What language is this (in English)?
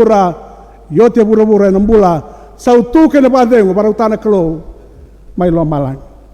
Fijian